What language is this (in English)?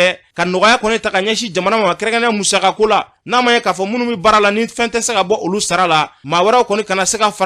Bambara